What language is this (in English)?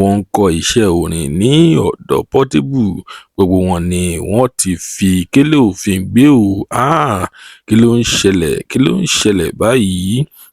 Yoruba